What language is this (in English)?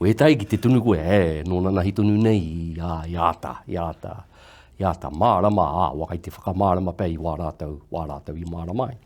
Māori